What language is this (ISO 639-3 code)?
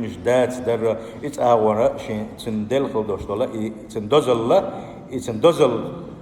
che